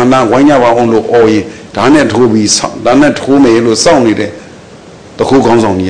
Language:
Burmese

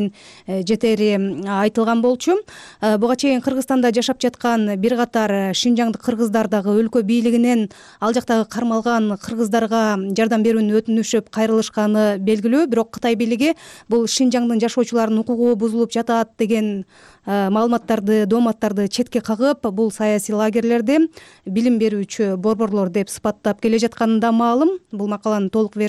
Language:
Kyrgyz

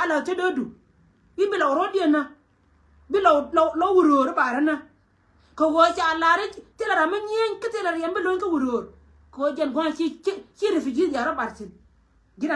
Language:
Nuer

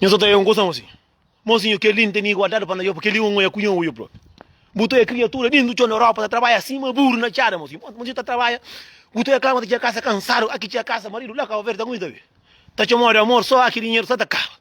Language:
Kabuverdianu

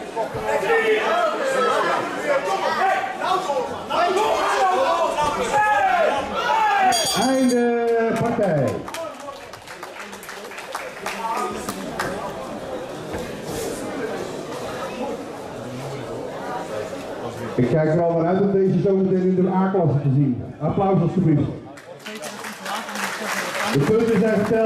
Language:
Dutch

